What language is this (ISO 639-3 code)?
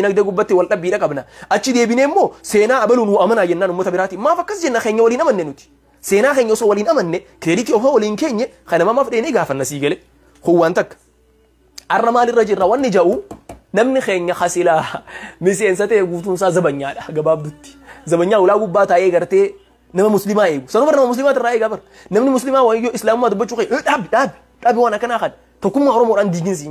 orm